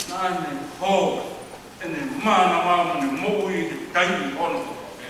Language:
Tongan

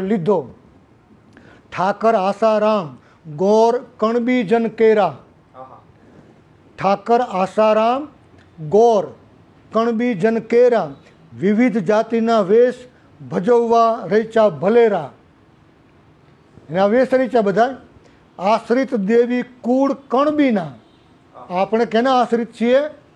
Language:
Gujarati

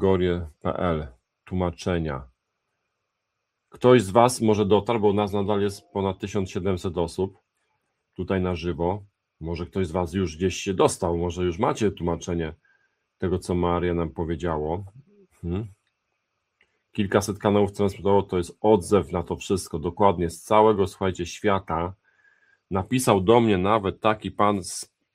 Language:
Polish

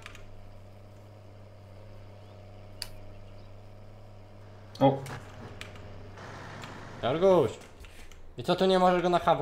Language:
Polish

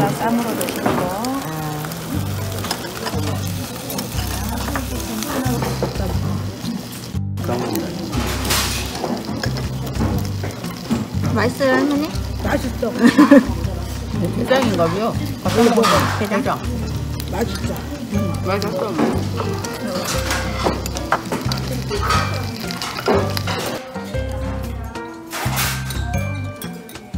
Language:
Korean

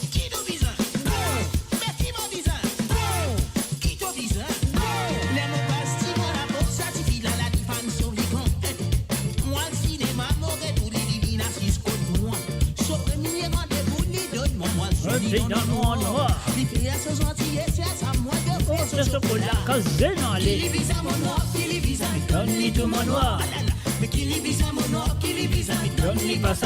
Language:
Morisyen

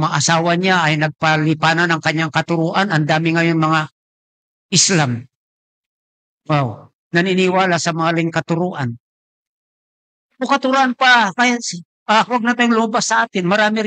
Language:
Filipino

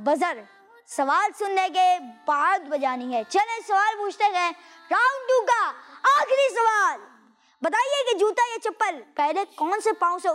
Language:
Hindi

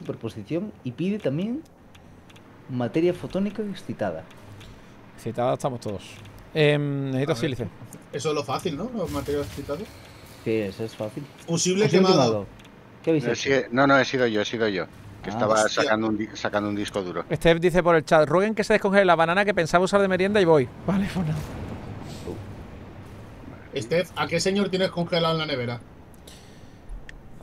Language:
Spanish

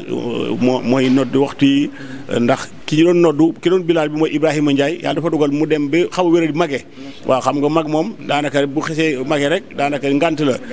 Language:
Wolof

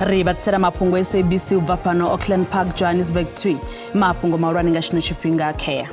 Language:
Venda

